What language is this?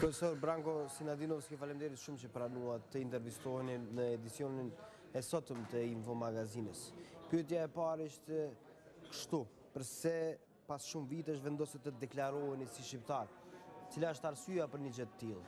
Albanian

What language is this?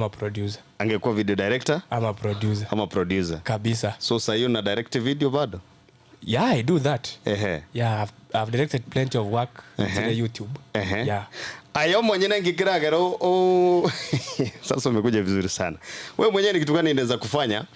Gusii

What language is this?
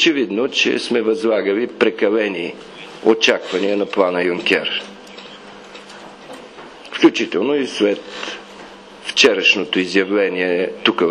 Bulgarian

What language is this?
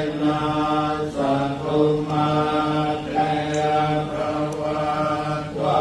Pali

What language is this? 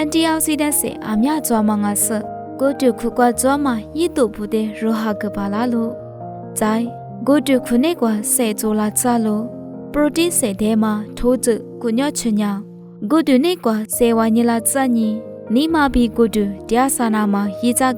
Lisu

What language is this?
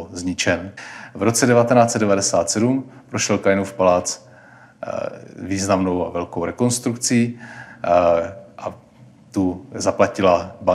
Czech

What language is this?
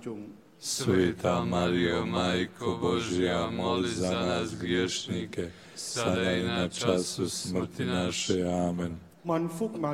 Croatian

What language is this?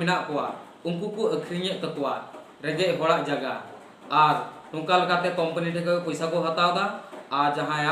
Santali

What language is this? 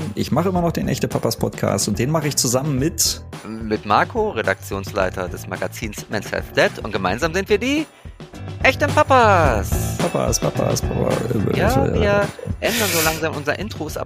German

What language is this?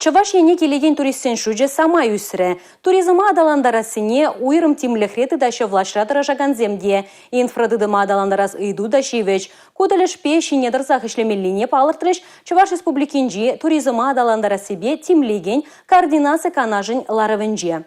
Chuvash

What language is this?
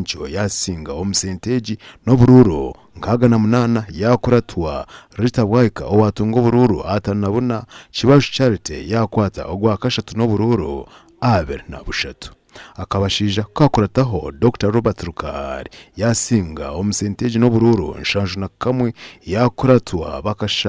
Nyankole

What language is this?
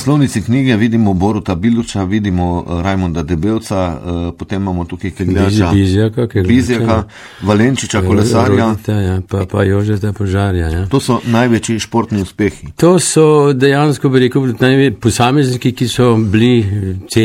Slovenian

